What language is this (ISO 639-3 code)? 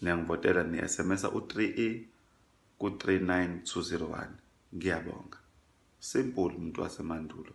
zul